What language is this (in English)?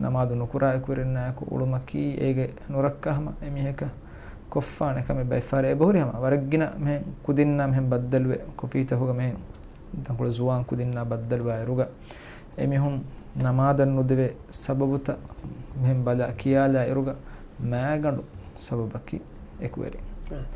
Divehi